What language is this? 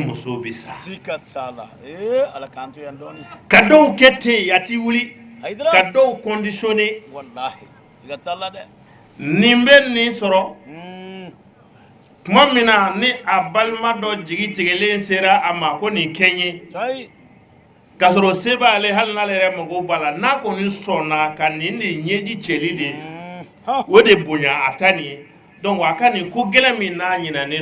Bambara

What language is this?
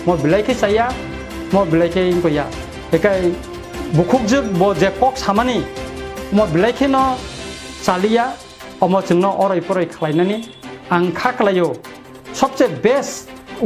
Kok Borok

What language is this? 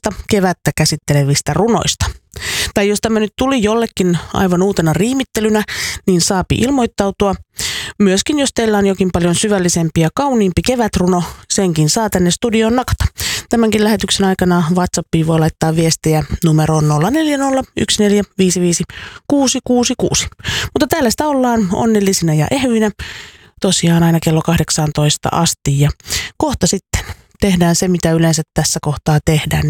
Finnish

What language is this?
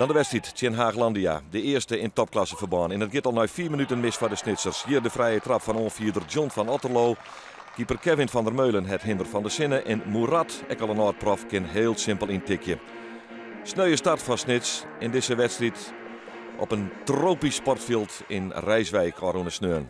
Western Frisian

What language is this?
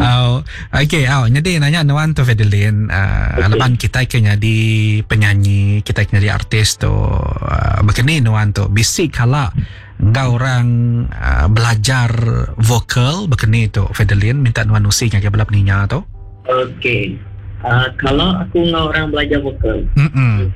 Iban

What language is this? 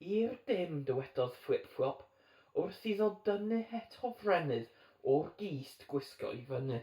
Welsh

